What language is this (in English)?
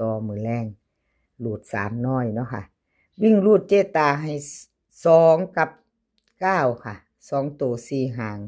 Northeastern Thai